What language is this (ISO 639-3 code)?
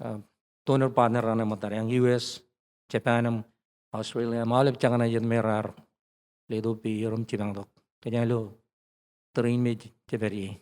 mah